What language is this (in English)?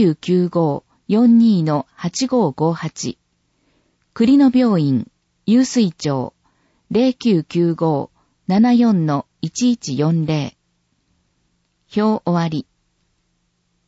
Japanese